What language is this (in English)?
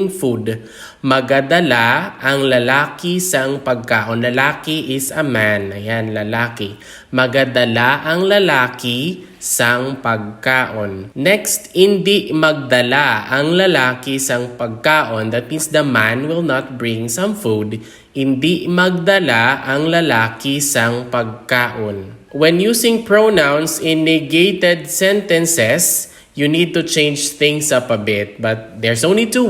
Hiligaynon